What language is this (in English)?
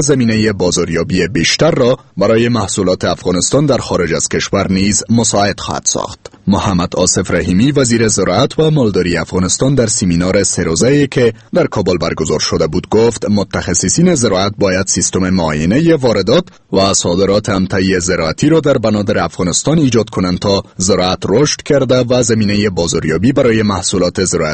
Persian